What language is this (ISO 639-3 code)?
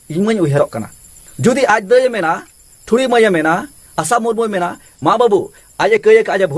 sat